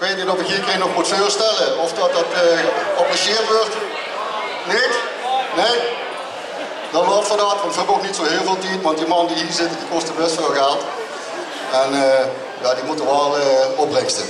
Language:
Limburgish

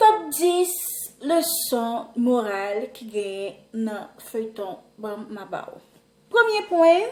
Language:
Haitian Creole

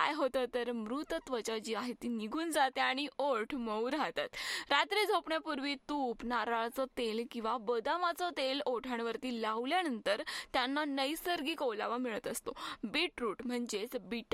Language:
Marathi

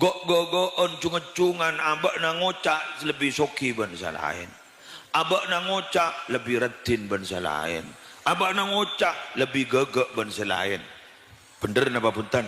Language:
Madurese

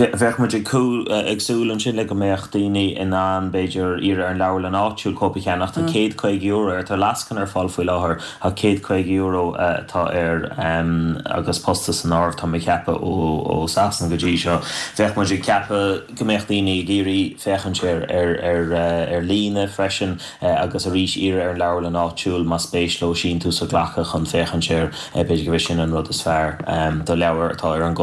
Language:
Irish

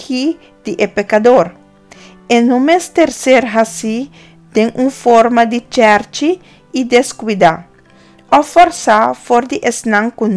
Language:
Papiamento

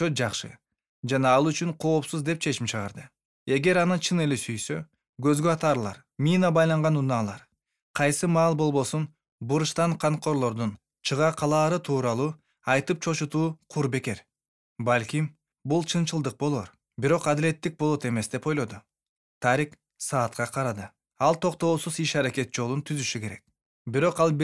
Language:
Kyrgyz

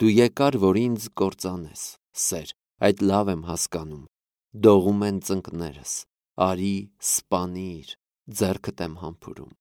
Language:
Armenian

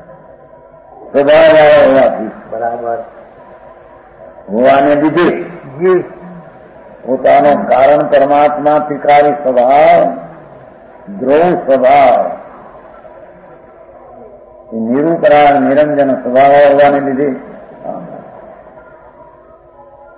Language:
Gujarati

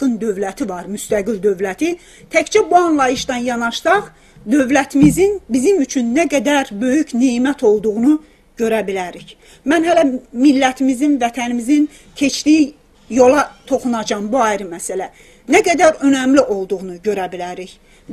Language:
South Azerbaijani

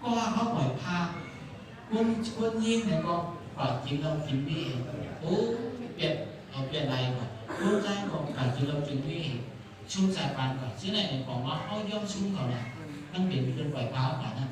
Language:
Shan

